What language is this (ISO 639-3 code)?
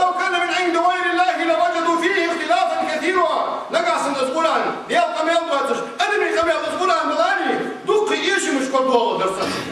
inh